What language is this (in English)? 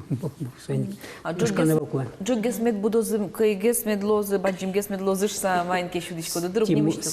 Udmurt